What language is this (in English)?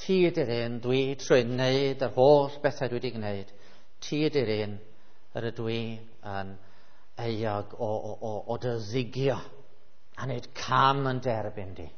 Welsh